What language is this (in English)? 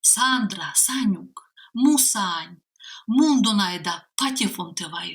Komi